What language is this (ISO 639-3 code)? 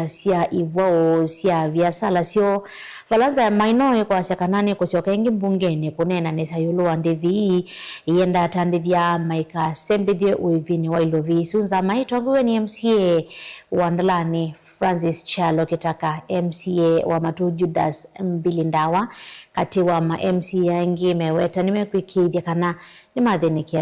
kam